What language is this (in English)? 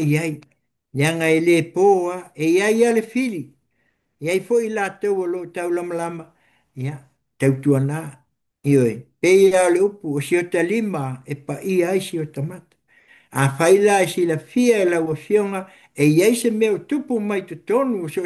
Samoan